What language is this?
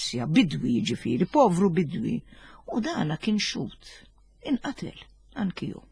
Maltese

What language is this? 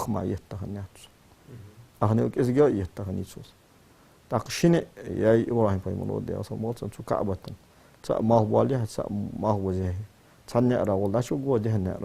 Ingush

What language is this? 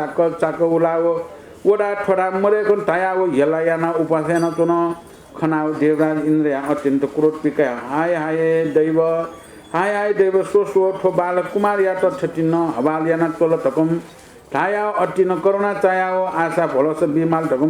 Newari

